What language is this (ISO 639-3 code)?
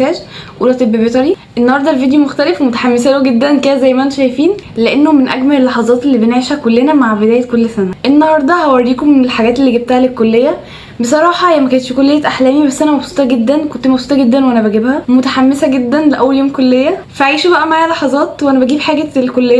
arz